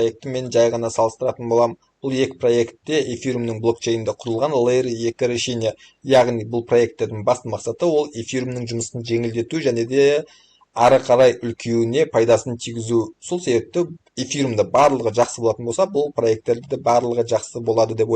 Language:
Kazakh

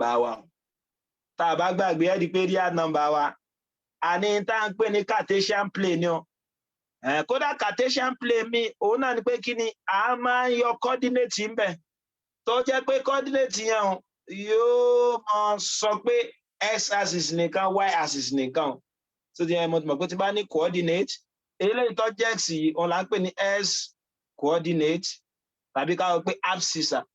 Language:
Yoruba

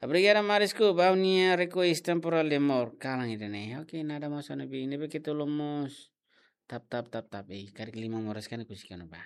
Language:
Tetum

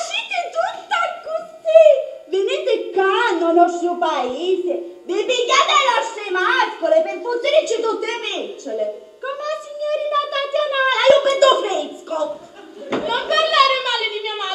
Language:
Sicilian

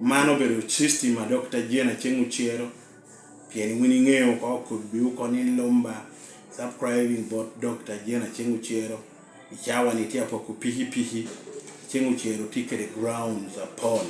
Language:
Lango (Uganda)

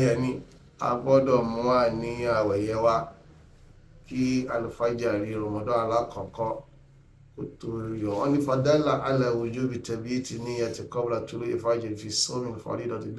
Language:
Yoruba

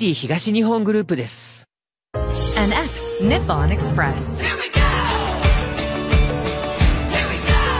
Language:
Japanese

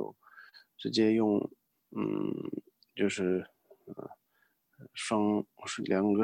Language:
Chinese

